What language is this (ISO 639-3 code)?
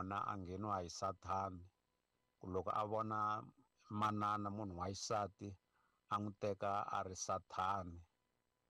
tso